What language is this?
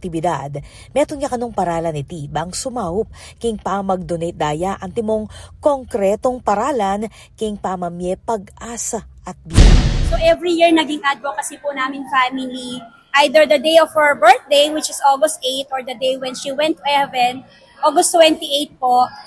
Pampanga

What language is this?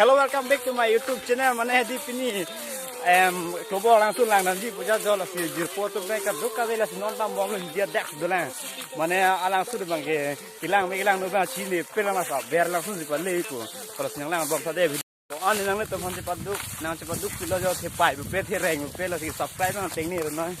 Karbi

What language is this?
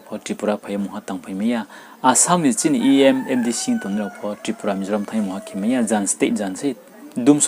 Riang (India)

